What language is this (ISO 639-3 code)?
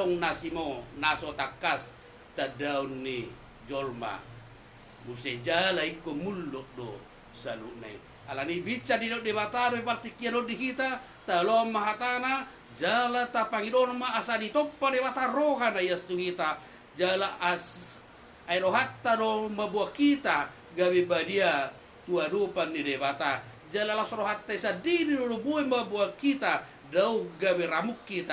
bbc